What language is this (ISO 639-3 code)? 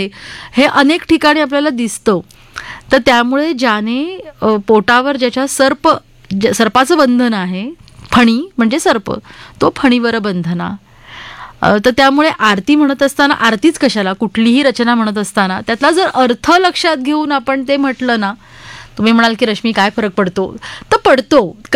mar